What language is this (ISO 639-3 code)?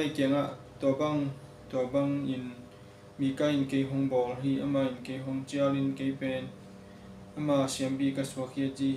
ctd